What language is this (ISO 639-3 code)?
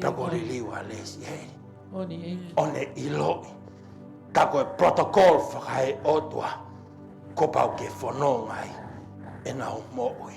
ton